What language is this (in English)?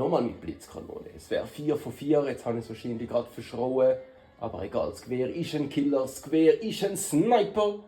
Swiss German